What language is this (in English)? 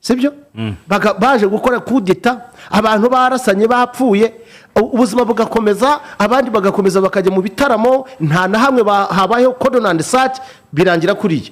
Kinyarwanda